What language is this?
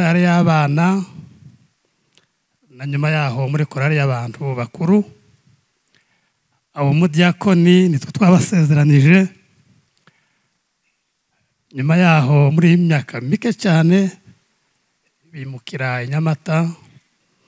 Kinyarwanda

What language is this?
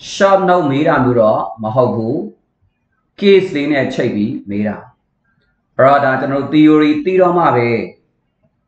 Burmese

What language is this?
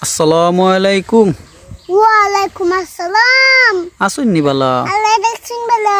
Sylheti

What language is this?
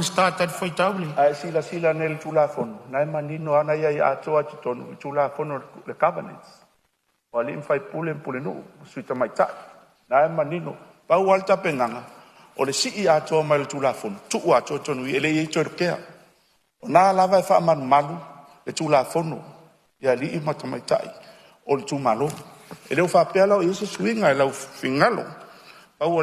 Samoan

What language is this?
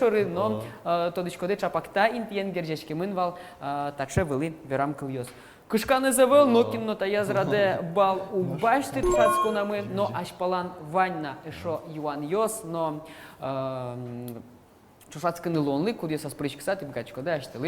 Udmurt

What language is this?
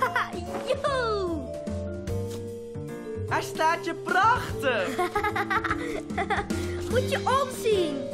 Dutch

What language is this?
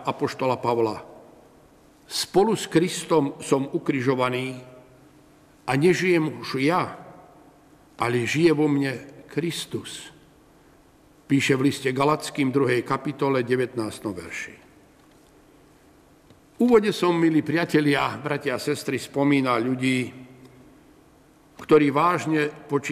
Slovak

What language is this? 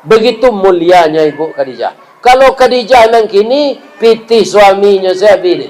Minangkabau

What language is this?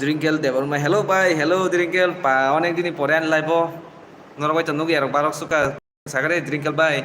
Kok Borok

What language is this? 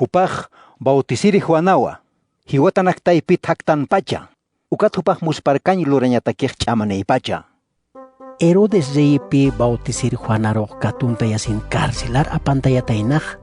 Aymara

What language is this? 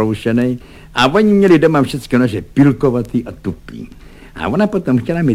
Czech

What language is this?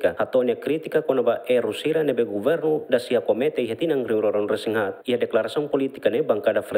Tetum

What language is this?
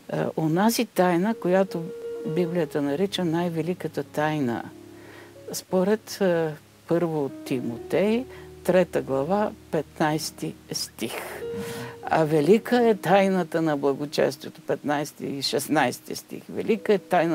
Bulgarian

